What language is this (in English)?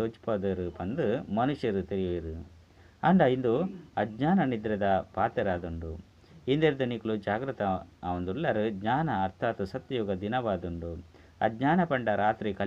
Tulu